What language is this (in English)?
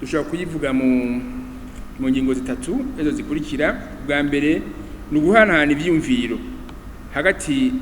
Rundi